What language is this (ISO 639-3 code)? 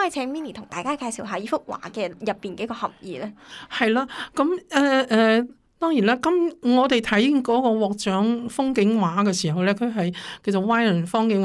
yue